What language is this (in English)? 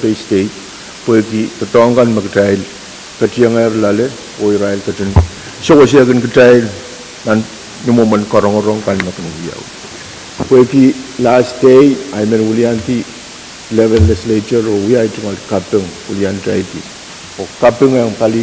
Pohnpeian